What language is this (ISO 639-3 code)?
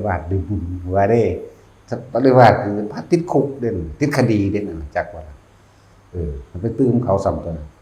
tts